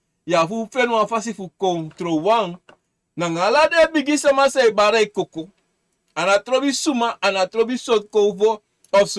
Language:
Sranan Tongo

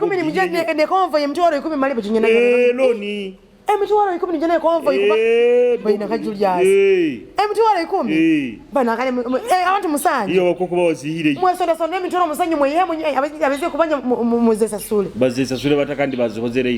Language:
Nyoro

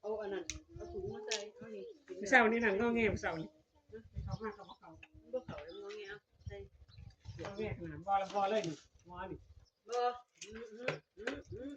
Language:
Northeastern Thai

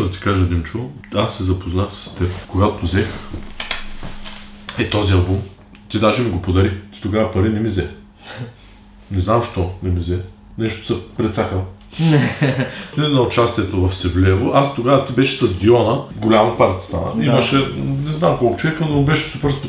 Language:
Bulgarian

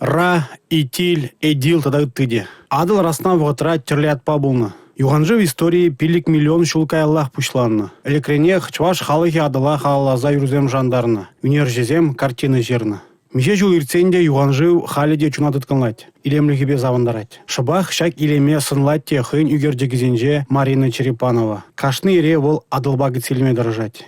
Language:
Chuvash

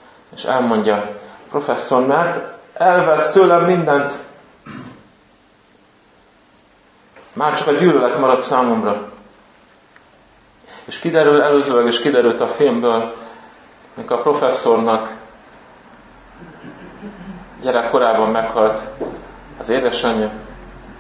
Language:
Hungarian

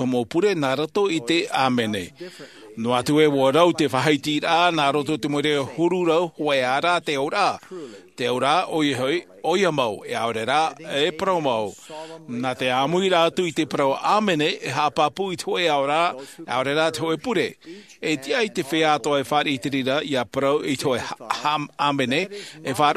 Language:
Tahitian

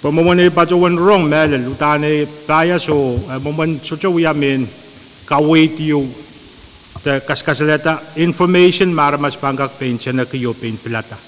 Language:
Pohnpeian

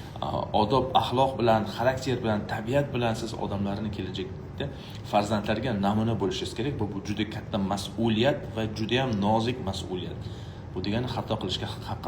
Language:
Uzbek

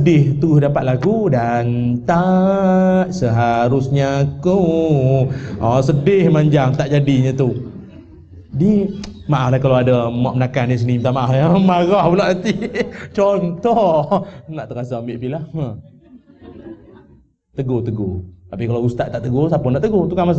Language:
Malay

